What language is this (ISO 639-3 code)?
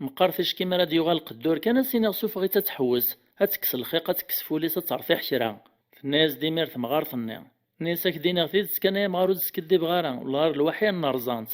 kab